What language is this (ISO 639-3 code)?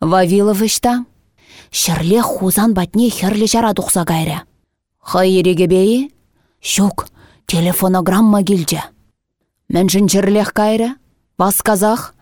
chv